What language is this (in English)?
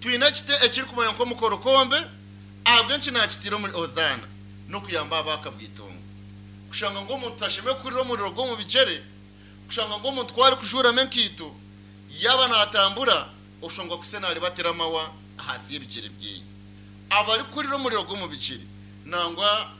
Nyankole